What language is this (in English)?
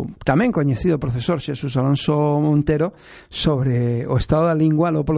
Galician